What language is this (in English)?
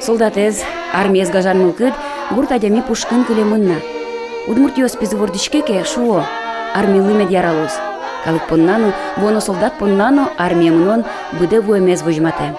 Udmurt